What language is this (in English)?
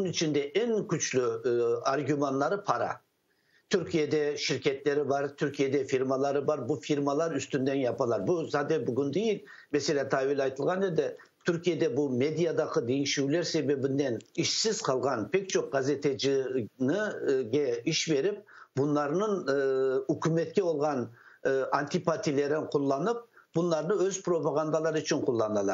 Crimean Tatar